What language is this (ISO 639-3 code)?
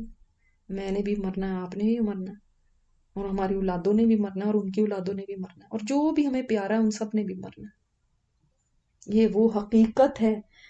urd